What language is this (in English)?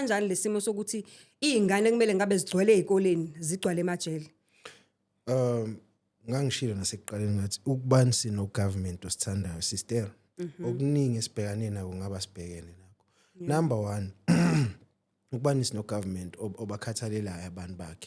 Zulu